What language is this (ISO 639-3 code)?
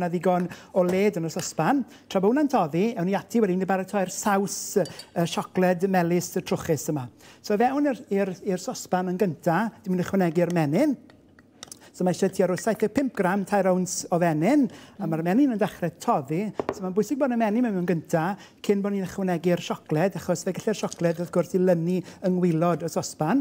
cym